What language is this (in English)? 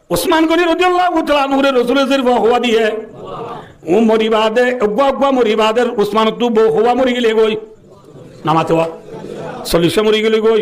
Rohingya